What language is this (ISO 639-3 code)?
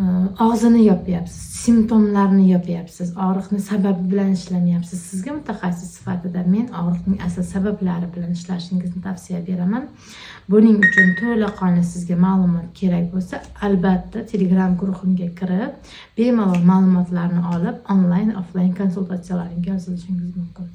uzb